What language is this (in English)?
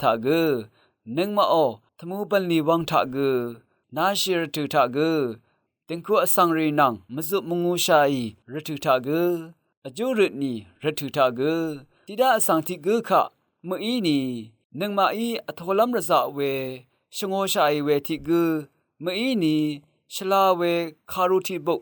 Rawang